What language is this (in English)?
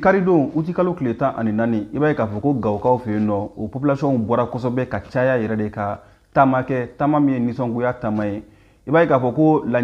Bambara